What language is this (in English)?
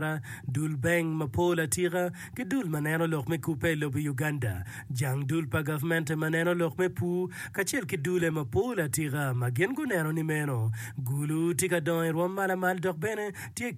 Acoli